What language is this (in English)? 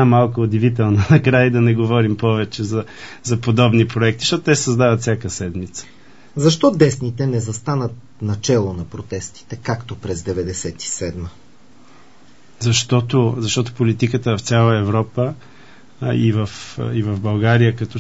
Bulgarian